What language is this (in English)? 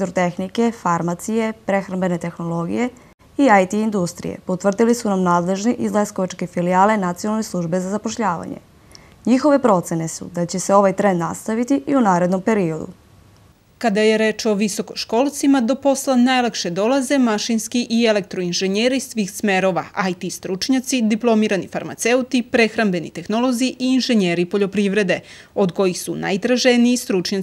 Serbian